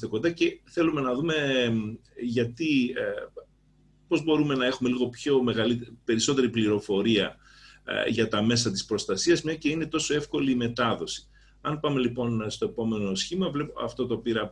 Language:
Greek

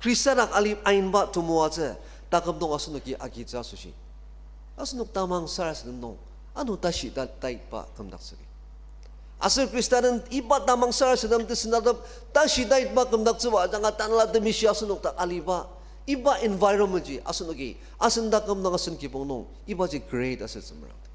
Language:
Ao Naga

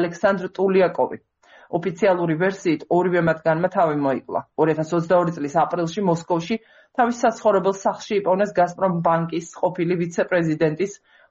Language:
Georgian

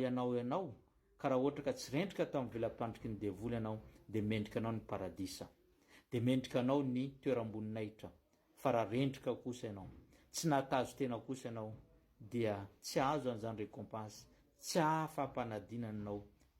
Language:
Malagasy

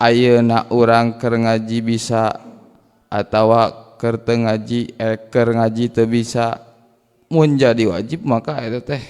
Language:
Sundanese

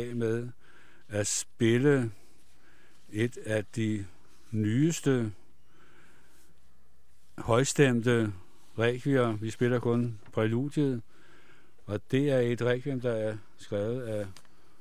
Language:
Danish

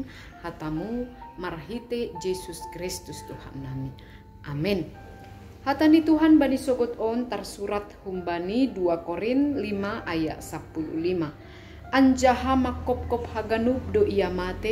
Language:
Batak Simalungun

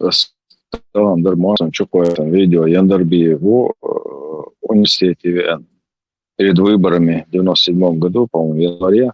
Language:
Chechen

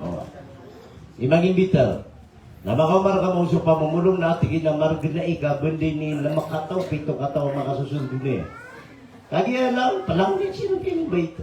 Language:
Maranao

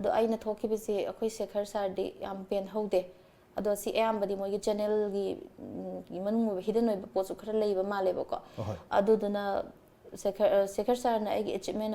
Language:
Manipuri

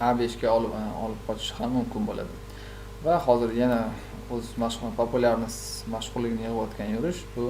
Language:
Uzbek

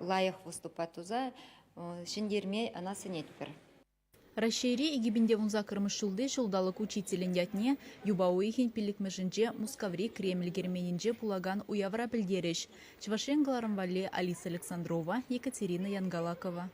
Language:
Chuvash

